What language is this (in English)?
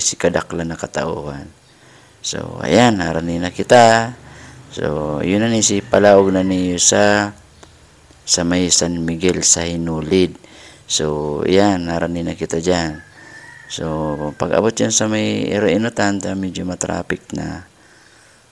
Bikol